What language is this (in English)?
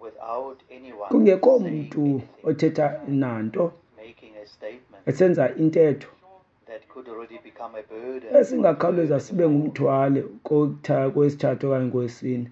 Xhosa